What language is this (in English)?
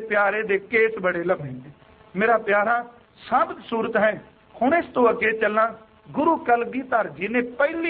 Punjabi